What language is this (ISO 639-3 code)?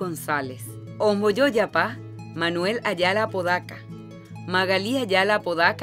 grn